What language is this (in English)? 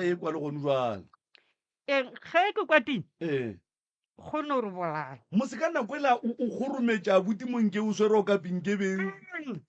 Northern Sotho